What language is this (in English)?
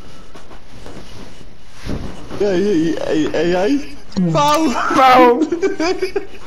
Dutch